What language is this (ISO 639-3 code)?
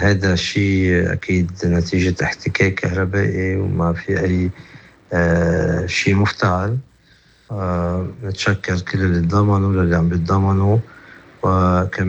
apc